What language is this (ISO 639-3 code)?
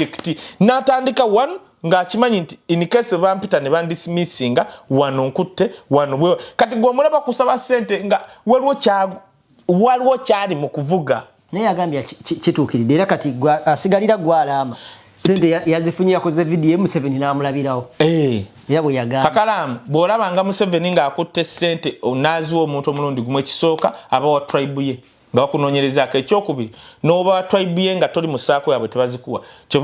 lug